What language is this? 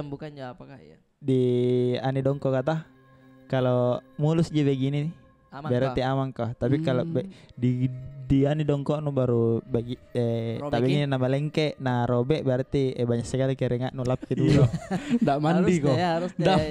Makassar Malay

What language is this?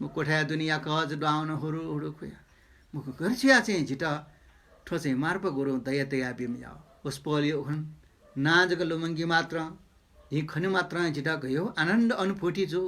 Newari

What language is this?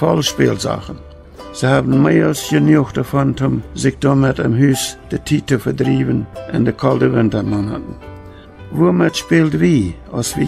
Plautdietsch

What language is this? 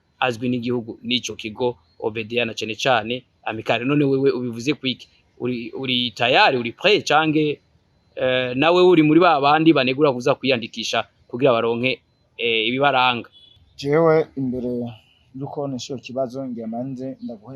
Rundi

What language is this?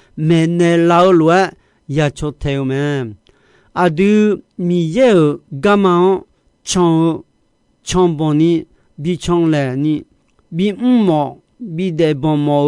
Akha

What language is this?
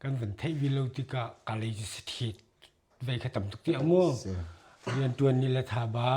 Hakha Chin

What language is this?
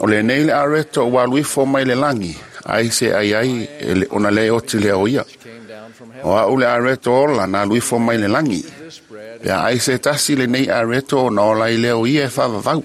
Samoan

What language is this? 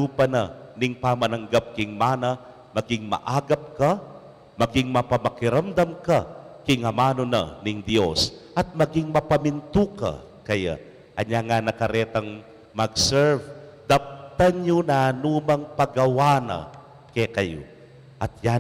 Pampanga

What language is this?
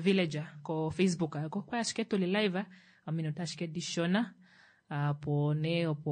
Kuanyama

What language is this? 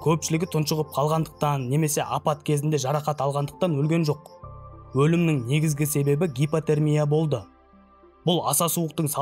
Kazakh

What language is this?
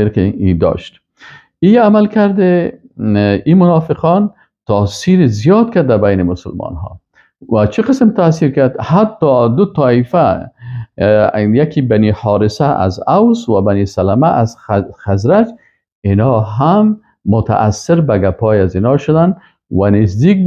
Persian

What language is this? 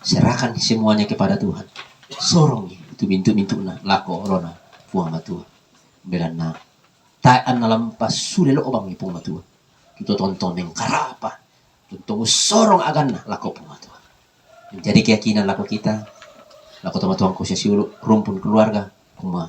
Toraja-Sa'dan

